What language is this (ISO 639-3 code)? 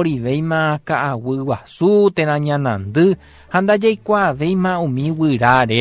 grn